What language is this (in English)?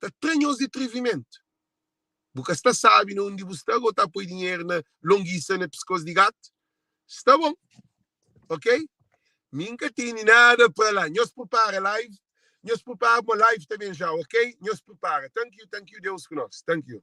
Kabuverdianu